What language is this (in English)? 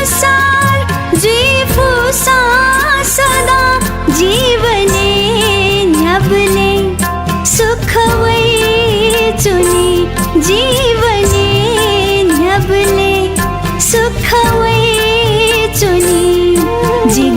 Newari